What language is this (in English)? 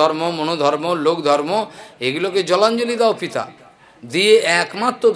Bangla